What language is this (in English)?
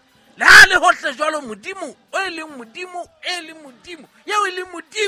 Southern Sotho